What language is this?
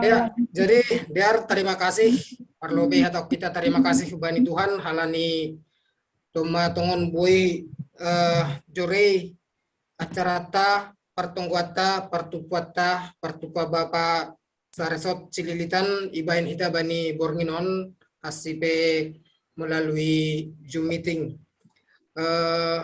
Batak Simalungun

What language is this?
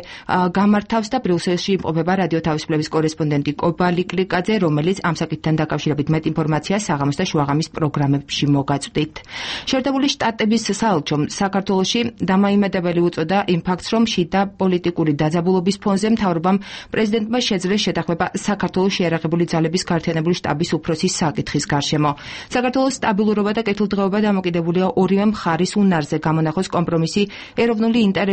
Georgian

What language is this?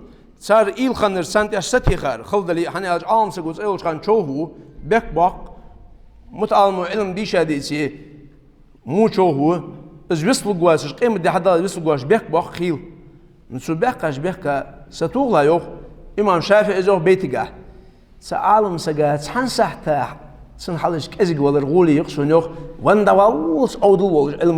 Ingush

